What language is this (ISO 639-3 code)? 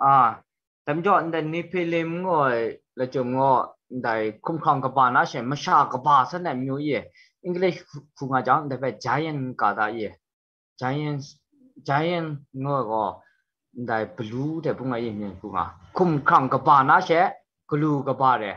kac